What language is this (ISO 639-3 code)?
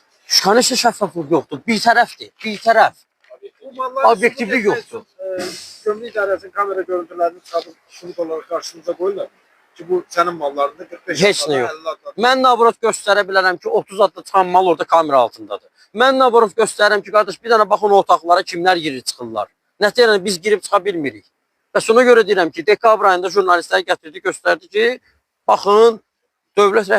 aze